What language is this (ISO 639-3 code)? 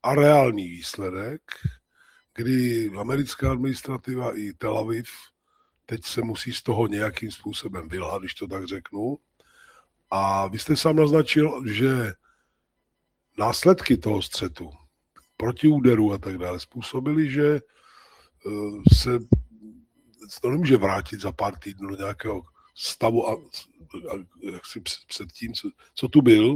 ces